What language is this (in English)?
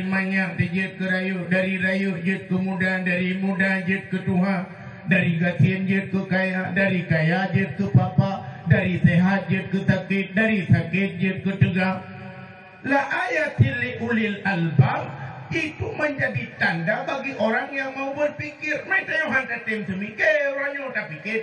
Achinese